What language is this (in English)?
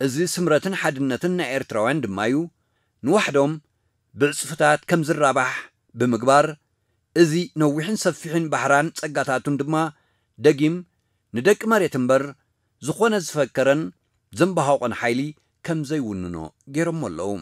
Tigrinya